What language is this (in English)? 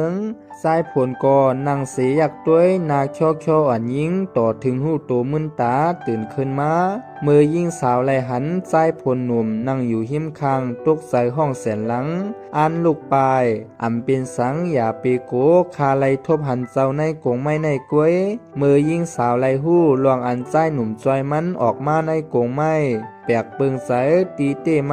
Shan